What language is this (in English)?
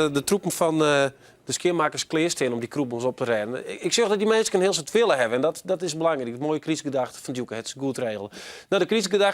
Western Frisian